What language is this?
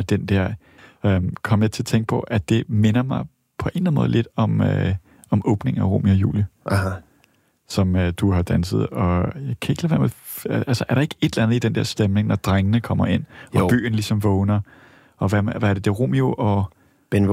Danish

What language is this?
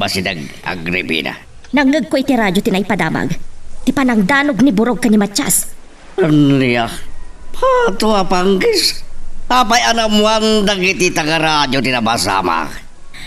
Iloko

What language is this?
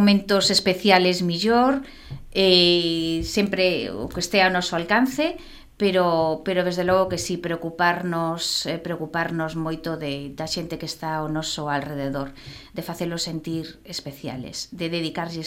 Galician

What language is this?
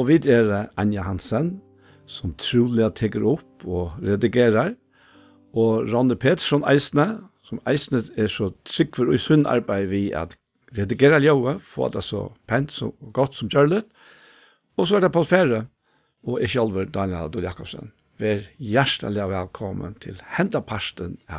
Faroese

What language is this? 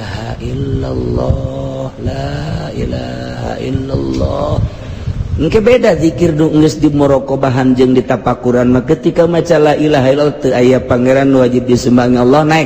Sundanese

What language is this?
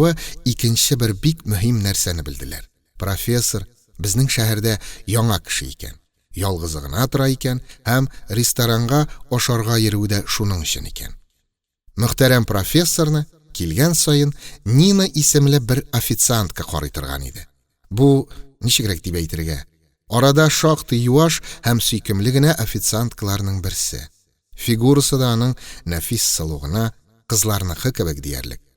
Tatar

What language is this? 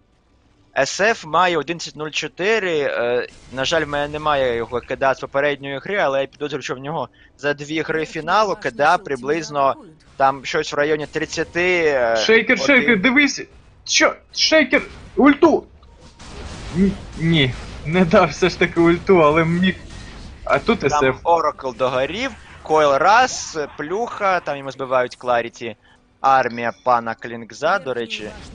Ukrainian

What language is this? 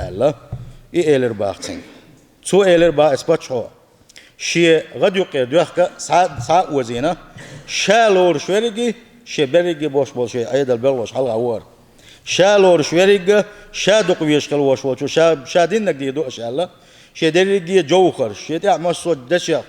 Chechen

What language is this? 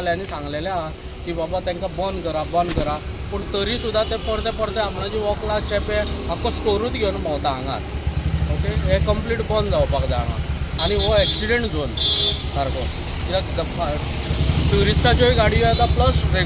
Konkani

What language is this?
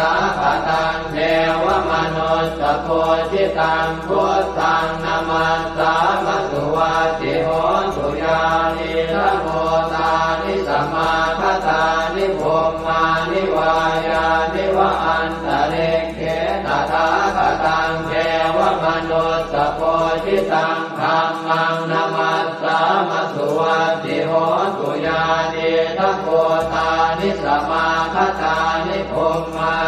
Pali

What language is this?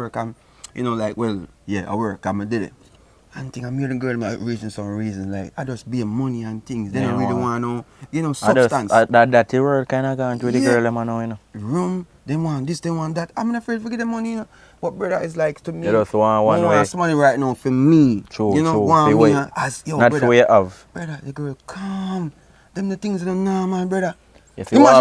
Jamaican Creole English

